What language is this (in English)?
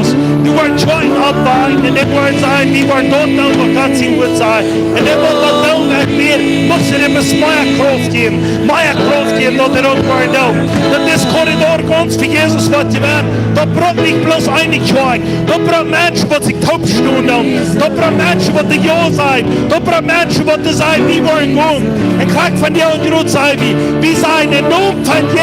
Plautdietsch